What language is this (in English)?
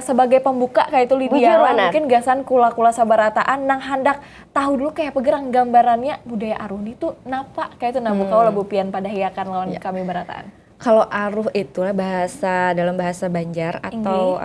Banjar